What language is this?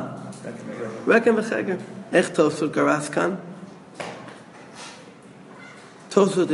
Hebrew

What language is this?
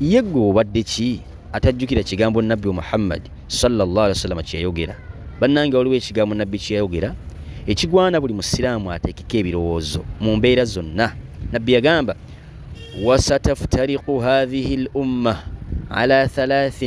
Ganda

